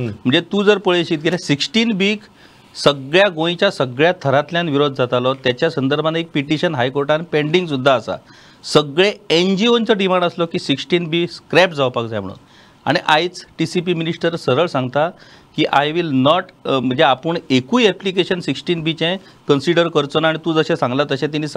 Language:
Konkani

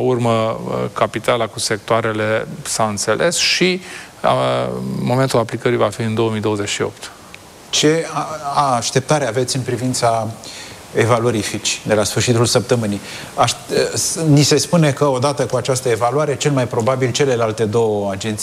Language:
Romanian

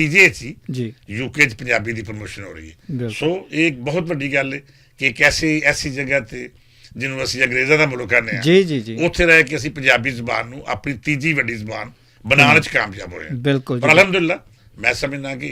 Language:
Western Panjabi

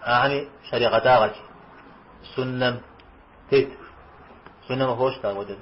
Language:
Kabardian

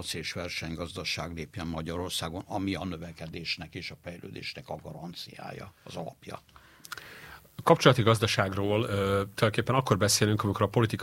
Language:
Hungarian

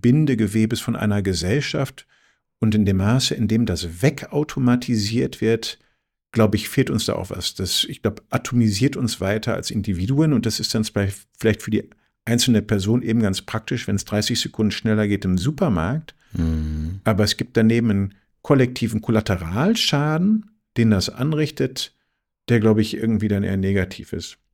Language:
German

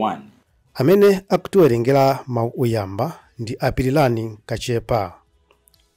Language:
Nyanja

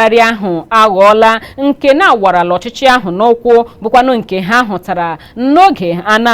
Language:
Igbo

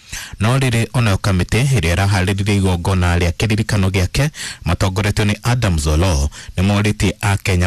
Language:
Kikuyu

